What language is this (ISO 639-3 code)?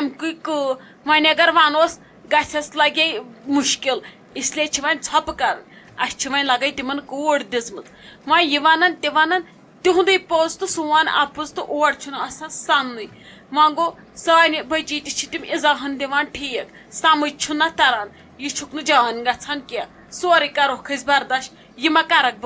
kas